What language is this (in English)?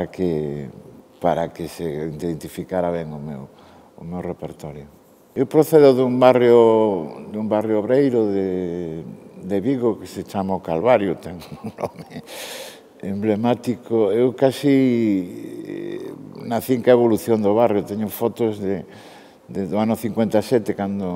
Galician